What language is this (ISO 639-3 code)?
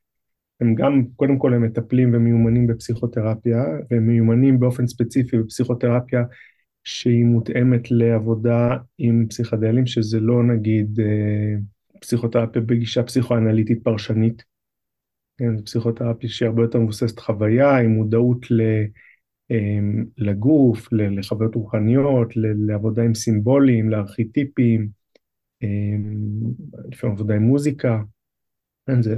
heb